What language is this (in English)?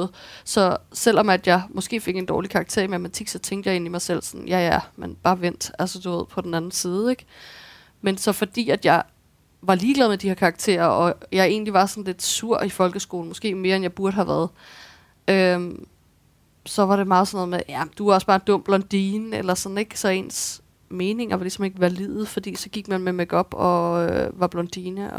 Danish